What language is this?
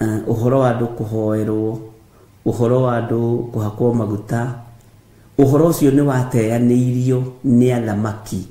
Kikuyu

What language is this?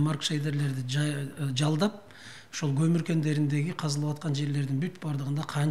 Kyrgyz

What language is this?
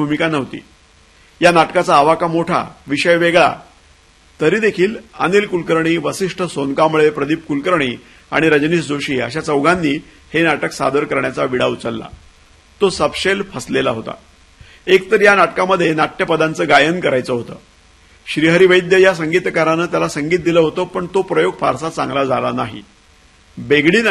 Marathi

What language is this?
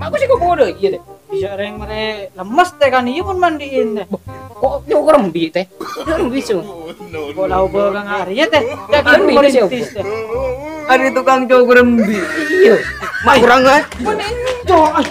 Madurese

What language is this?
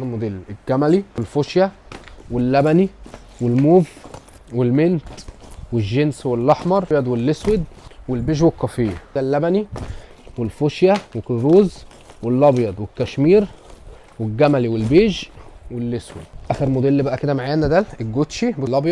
Egyptian Arabic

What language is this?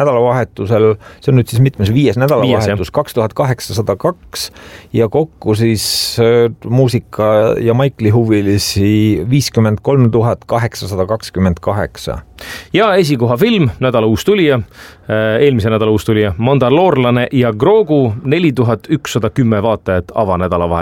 Estonian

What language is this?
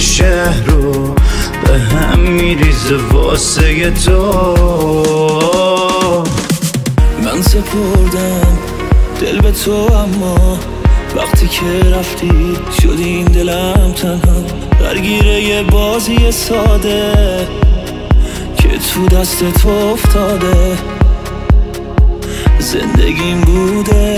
Persian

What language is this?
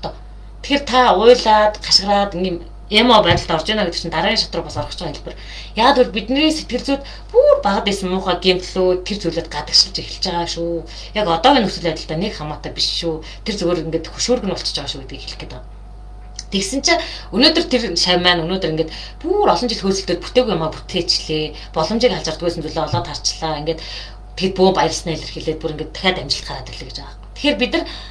Mongolian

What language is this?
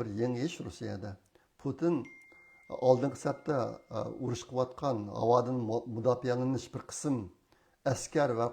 Uyghur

